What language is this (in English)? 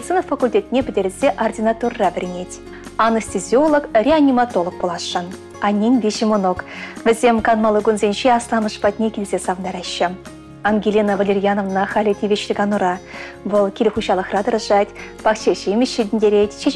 Chuvash